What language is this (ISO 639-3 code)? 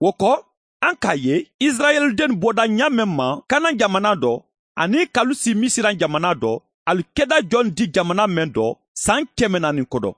man